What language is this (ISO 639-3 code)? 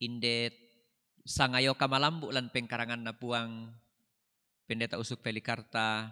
sda